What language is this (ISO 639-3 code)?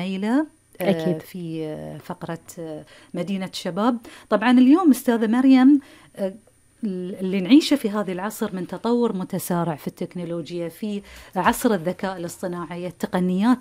afb